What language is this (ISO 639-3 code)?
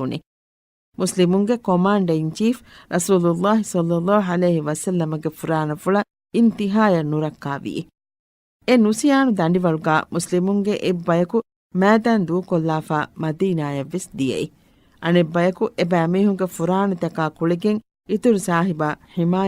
div